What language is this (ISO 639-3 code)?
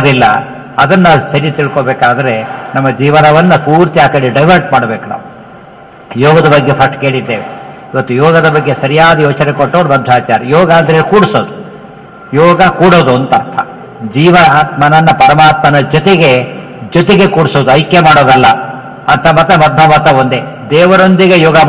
kan